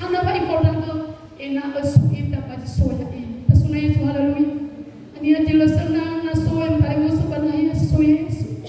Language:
Nias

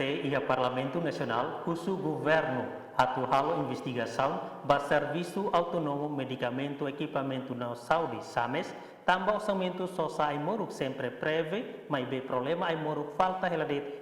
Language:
Tetum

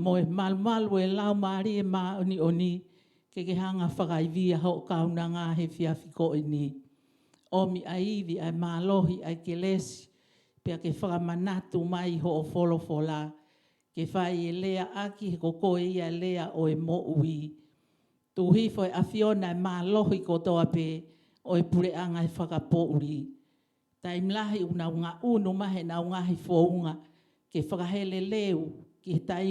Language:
Tongan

